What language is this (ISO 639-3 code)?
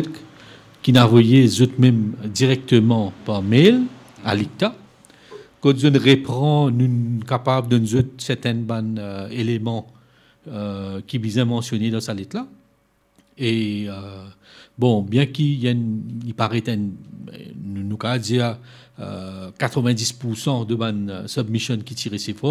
mfe